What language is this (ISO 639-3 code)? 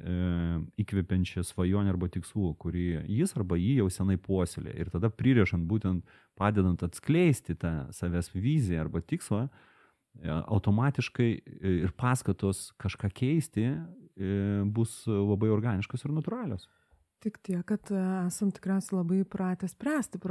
lit